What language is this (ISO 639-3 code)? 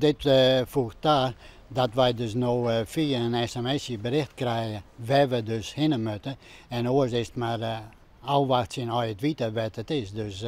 fry